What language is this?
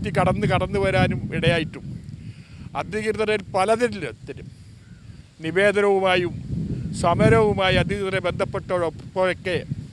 Malayalam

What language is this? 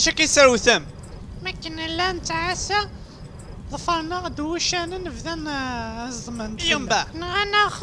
Kabyle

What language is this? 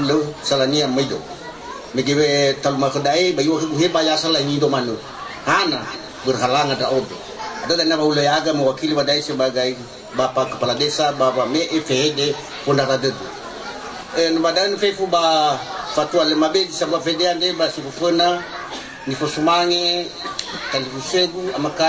Nias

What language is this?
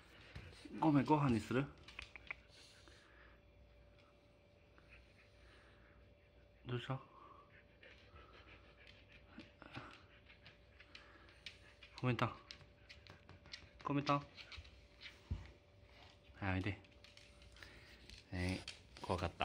Japanese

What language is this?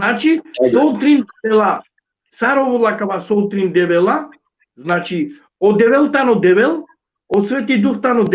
Balkan Romani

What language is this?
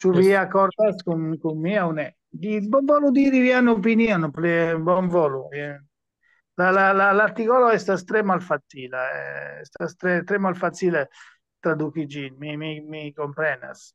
Esperanto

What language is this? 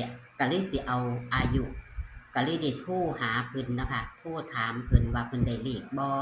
Lao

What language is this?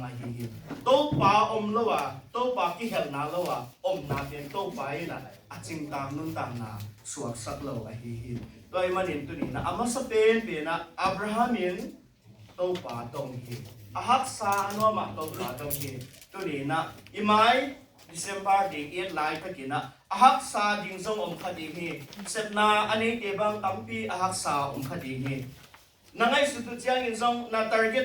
Tedim Chin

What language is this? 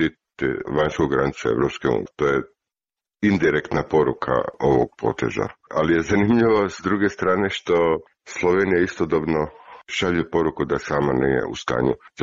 Bosnian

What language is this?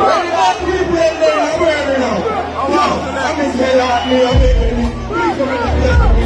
Jamaican Creole English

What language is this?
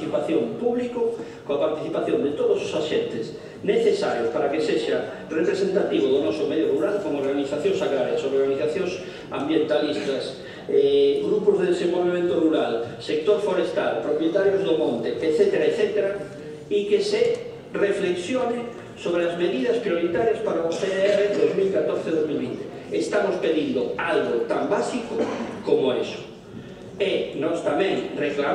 Galician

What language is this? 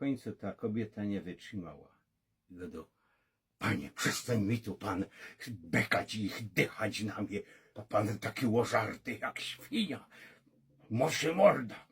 Silesian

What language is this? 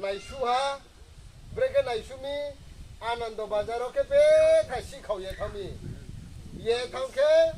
Riang (India)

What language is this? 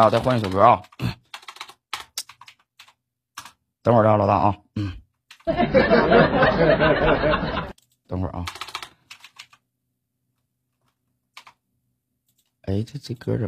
Chinese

